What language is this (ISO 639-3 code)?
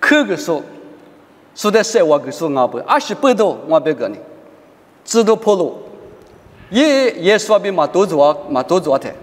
lis